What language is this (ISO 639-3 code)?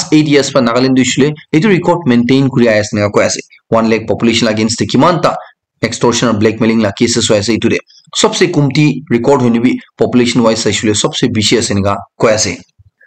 nag